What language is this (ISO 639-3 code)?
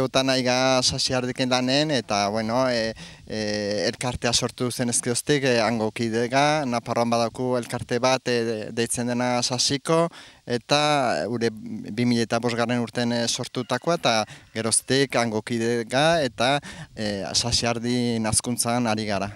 eus